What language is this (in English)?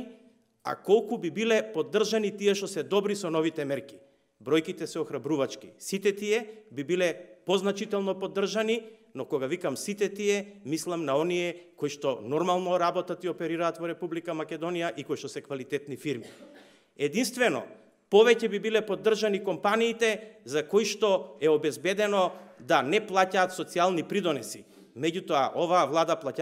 Macedonian